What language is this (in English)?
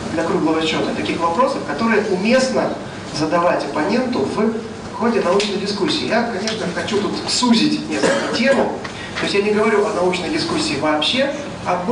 Russian